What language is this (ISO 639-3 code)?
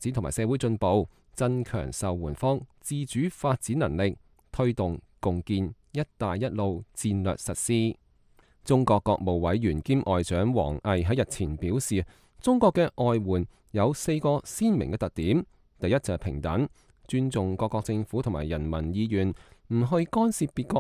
yue